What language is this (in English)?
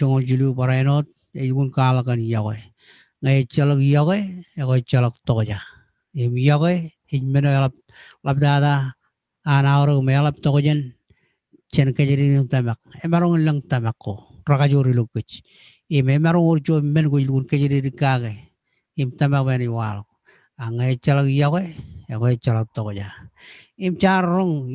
Marshallese